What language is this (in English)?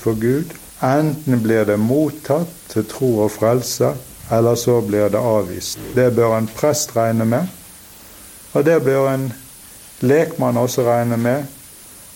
Norwegian